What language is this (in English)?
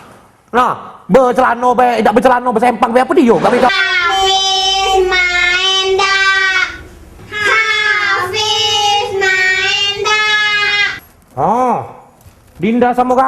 Musi